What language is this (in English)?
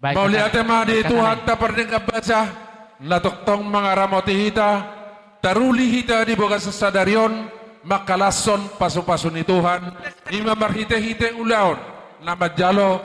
Batak Toba